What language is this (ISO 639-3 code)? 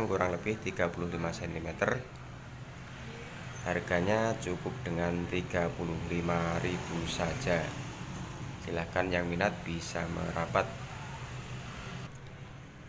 ind